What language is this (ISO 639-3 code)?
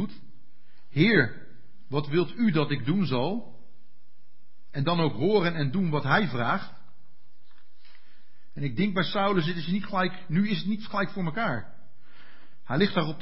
nld